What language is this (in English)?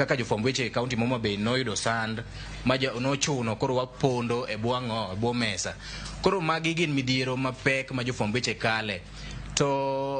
Luo (Kenya and Tanzania)